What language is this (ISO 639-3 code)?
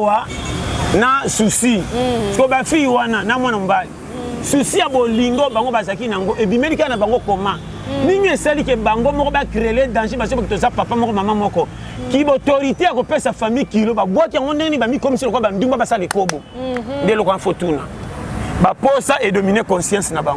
lin